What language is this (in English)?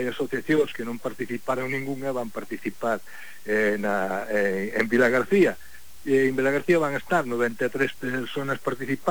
Galician